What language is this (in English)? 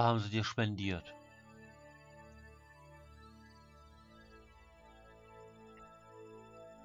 German